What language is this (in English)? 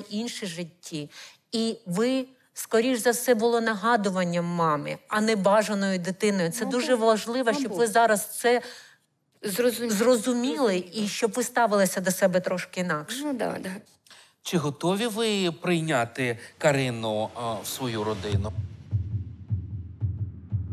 Ukrainian